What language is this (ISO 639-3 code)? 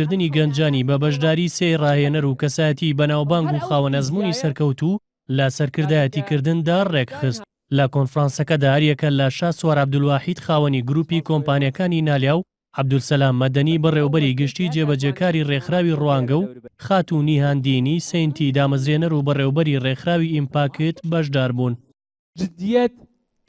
ckb